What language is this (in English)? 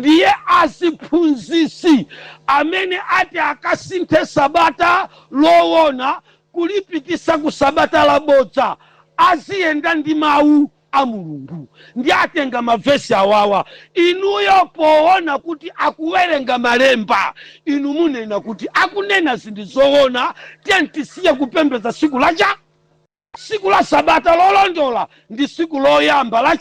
Nyanja